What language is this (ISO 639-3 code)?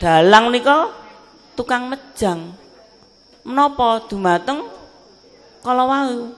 jav